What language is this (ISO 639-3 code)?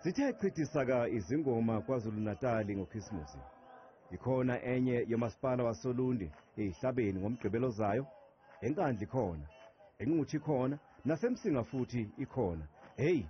zul